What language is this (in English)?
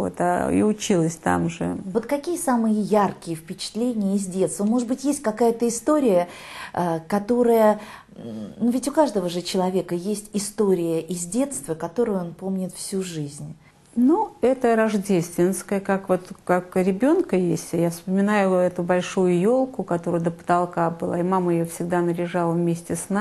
Russian